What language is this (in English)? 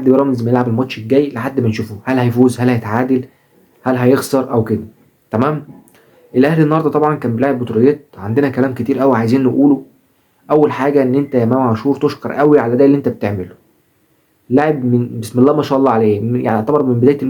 Egyptian Arabic